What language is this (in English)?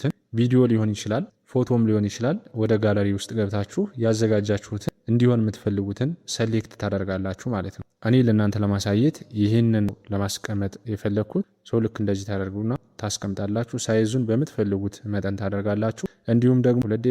Amharic